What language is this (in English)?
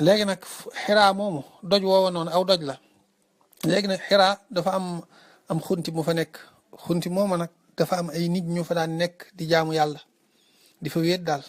Wolof